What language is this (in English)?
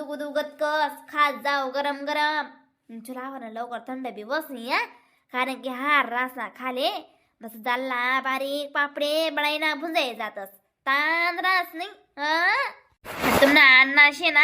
Khandesi